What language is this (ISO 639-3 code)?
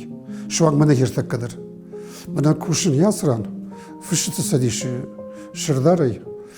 oss